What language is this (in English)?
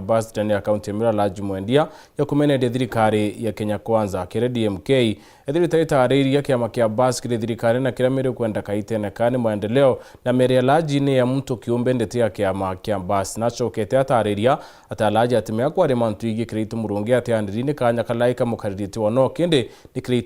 Meru